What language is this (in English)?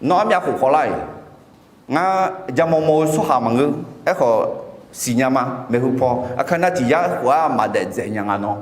Akha